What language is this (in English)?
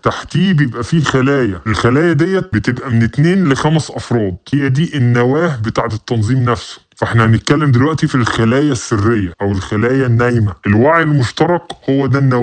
Egyptian Arabic